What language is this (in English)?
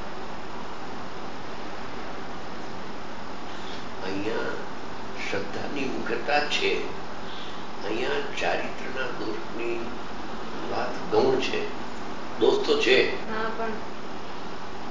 Gujarati